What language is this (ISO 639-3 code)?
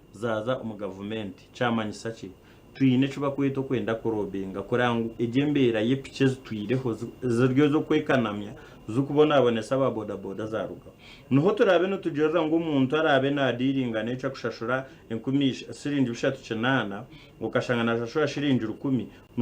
nyn